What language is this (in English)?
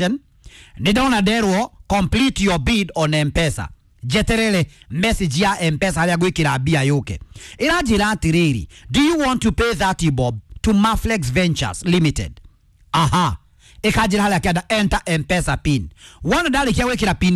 Kikuyu